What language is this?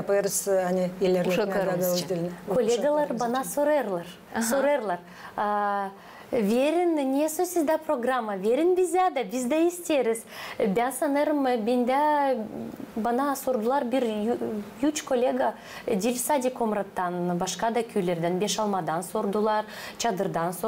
Gagauz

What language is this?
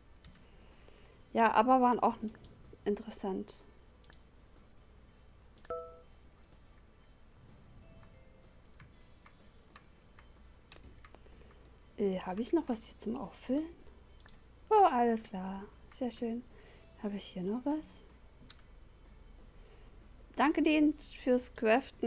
German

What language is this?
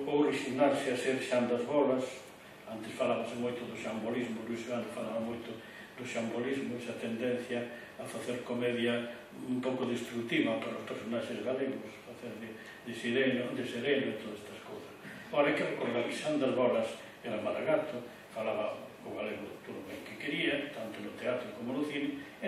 Galician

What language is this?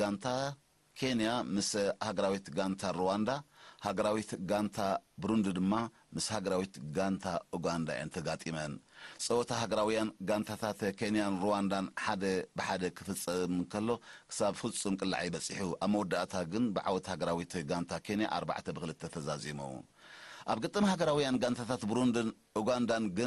Tigrinya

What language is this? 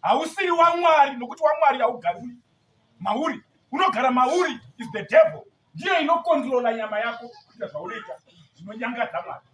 Shona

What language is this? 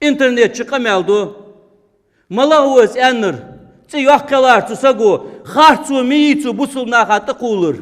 Ingush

